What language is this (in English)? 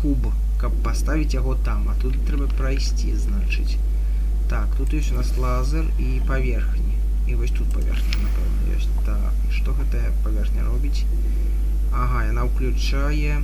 Belarusian